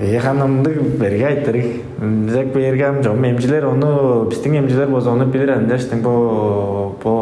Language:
Tuvinian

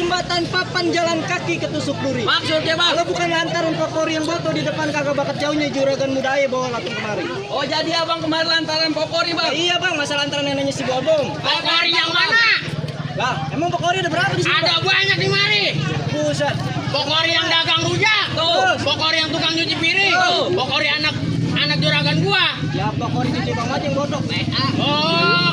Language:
Betawi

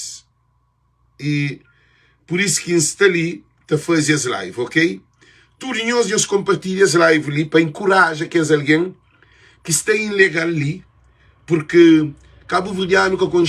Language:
Kabuverdianu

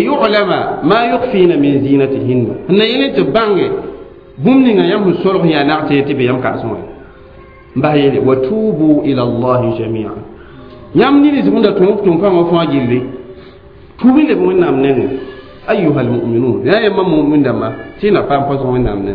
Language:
Mossi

